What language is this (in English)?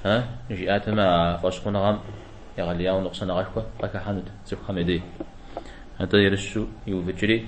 Kabardian